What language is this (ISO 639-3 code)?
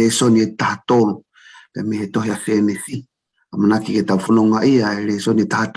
ton